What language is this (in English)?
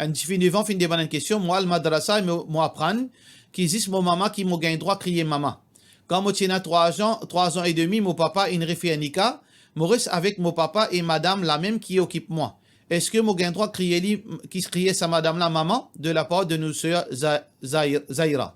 Morisyen